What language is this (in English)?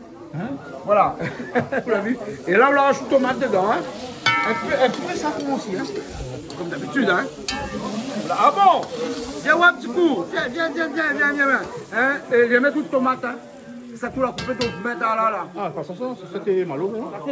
Réunion Creole French